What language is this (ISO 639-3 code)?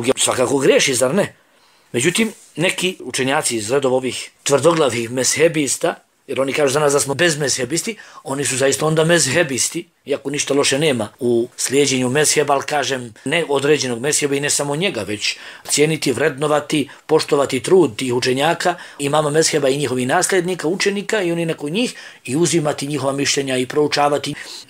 bos